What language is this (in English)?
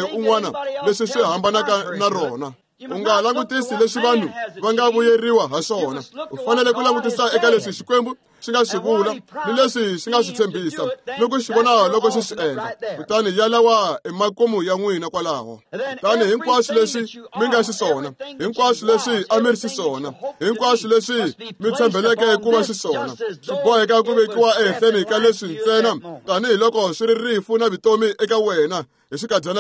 Tsonga